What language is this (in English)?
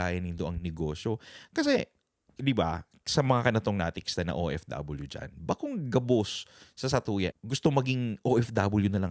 Bikol